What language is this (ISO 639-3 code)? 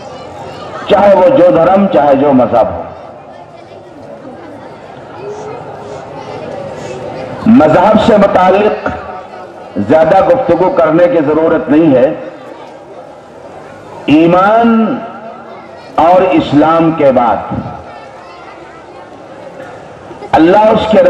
urd